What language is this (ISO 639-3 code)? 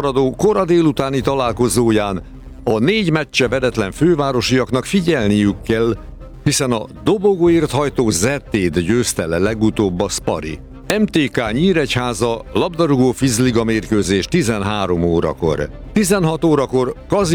hun